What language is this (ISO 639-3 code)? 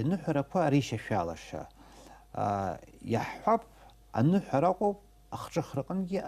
abk